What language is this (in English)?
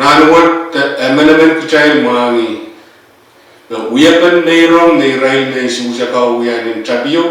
Pohnpeian